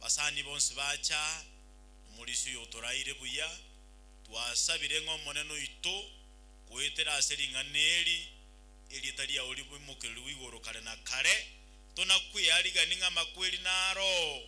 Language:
Gusii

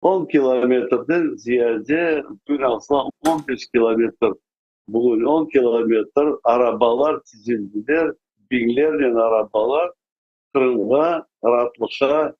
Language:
Crimean Tatar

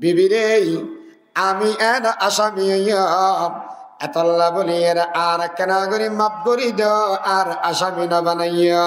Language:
Rohingya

